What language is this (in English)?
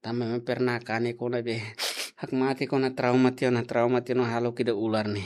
Tetum